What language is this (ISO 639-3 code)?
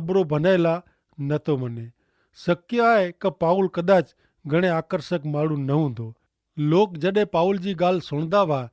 kfr